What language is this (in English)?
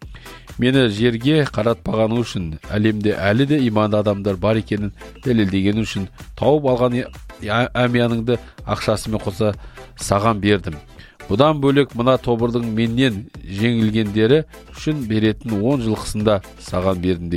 Kazakh